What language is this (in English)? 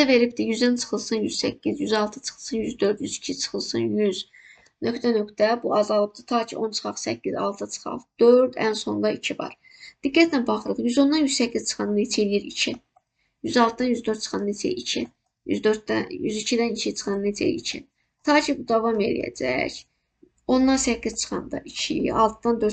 Azerbaijani